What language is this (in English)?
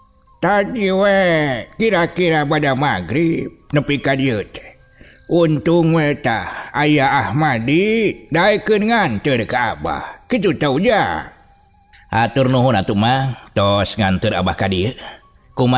Sundanese